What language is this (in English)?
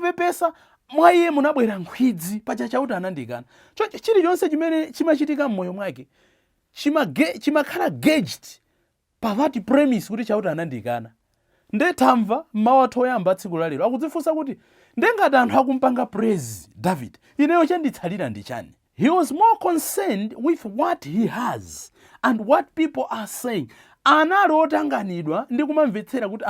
Nyanja